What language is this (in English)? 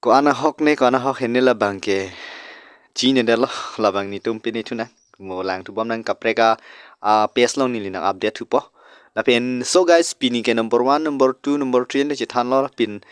Karbi